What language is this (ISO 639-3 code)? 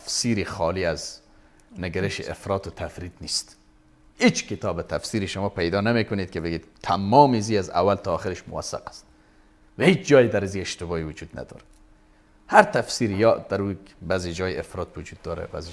fas